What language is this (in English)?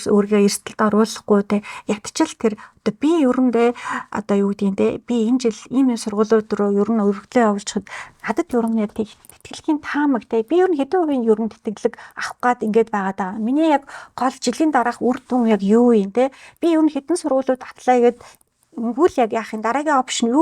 Mongolian